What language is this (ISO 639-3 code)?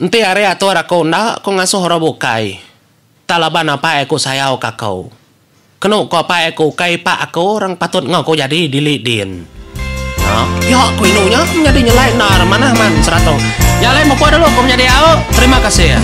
iba